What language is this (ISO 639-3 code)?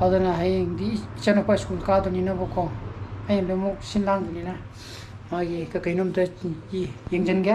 mni